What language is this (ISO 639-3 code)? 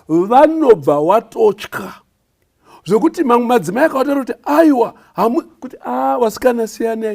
sna